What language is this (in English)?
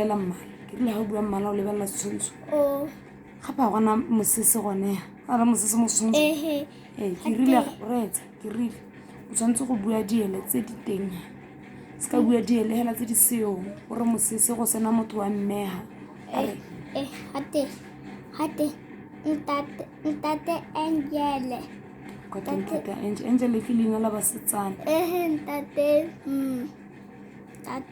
Tswana